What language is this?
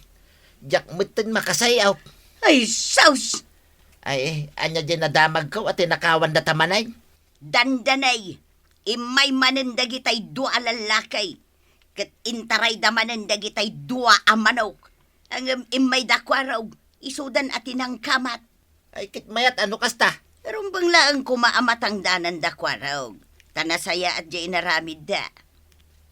Iloko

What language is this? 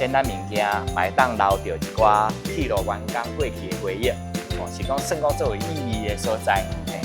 Min Nan Chinese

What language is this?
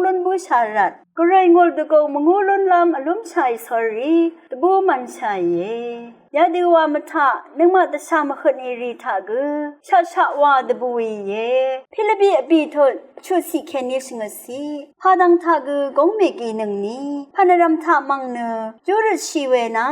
Rawang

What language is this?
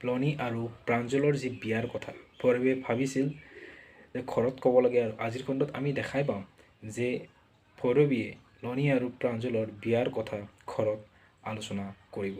Assamese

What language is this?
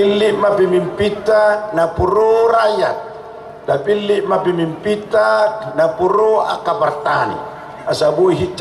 Batak Toba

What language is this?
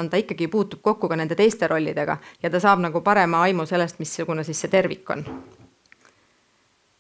Estonian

